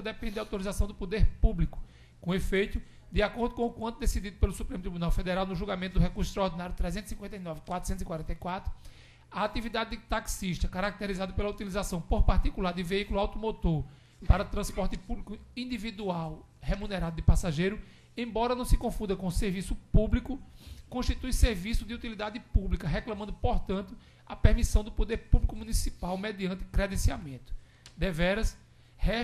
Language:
Portuguese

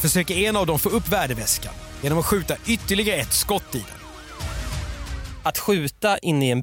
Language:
Swedish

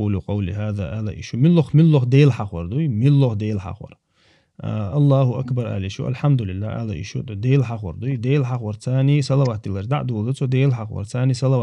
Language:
Chechen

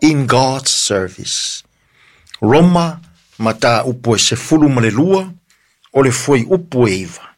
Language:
Samoan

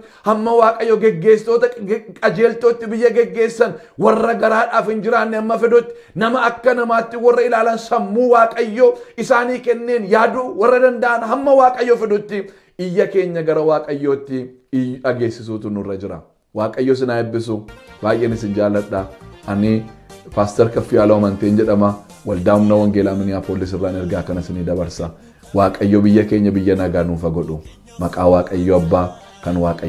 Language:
Oromo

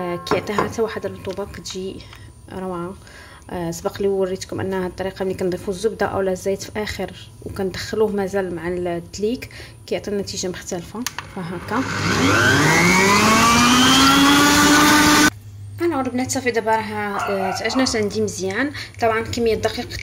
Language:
Moroccan Arabic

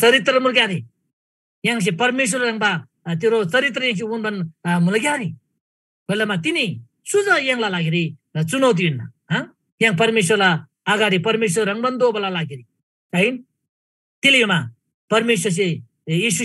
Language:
Eastern Tamang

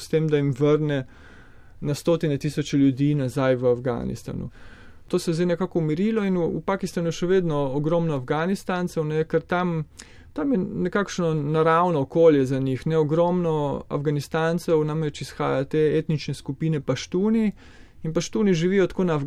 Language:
Slovenian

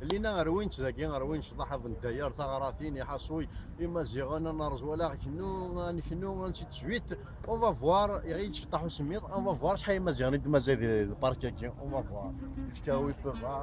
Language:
Kabyle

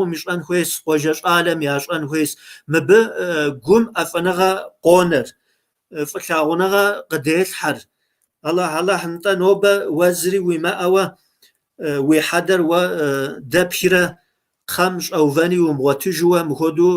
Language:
Kabardian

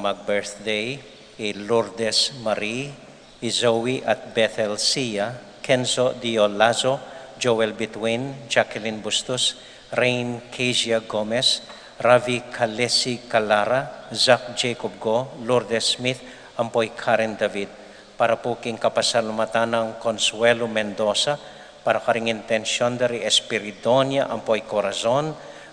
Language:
Pampanga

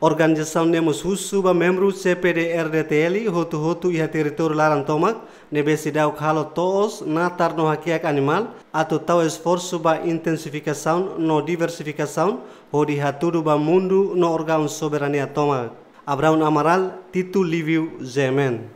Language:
Tetum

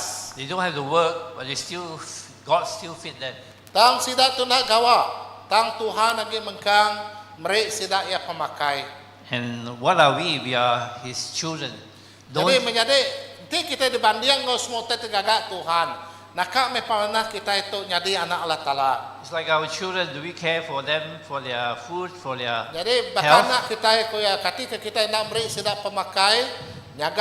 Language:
Iban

